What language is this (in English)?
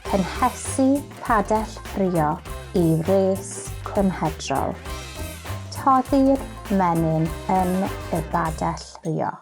Welsh